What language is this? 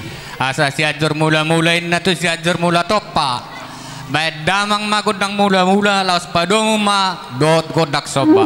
Batak Toba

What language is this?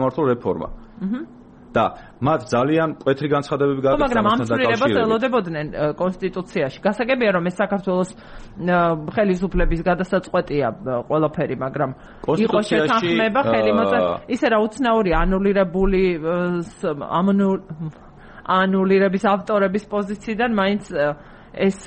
Georgian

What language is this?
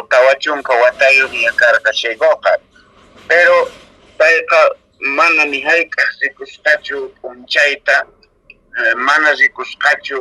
Quechua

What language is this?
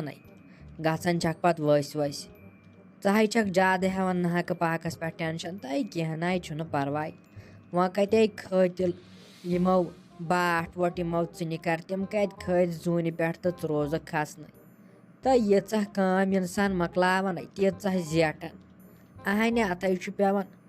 Kashmiri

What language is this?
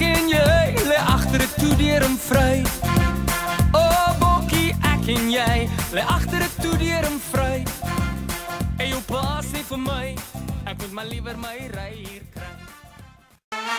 Afrikaans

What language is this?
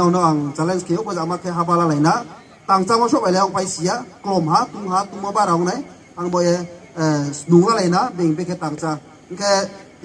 Riang (India)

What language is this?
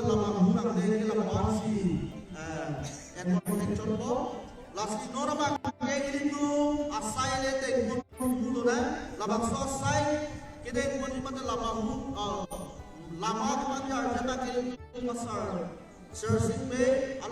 Karbi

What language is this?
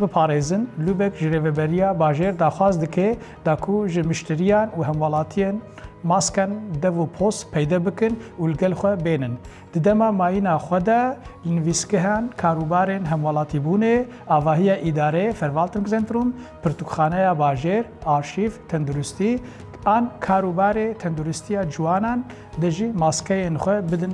Kurdish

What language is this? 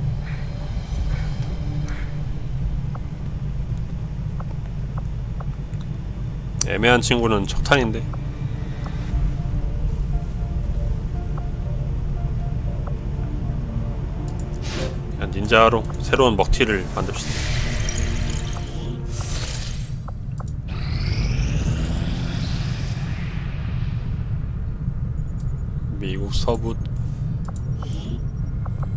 Korean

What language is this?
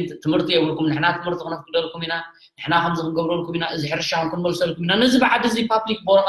Tigrinya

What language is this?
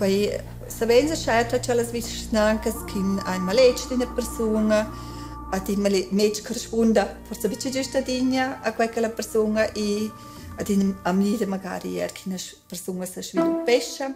Romansh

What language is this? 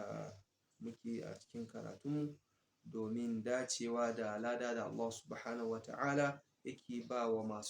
Hausa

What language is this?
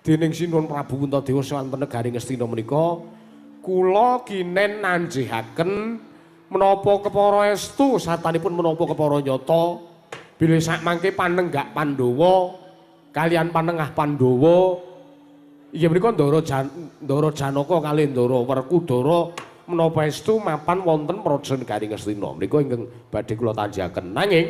Javanese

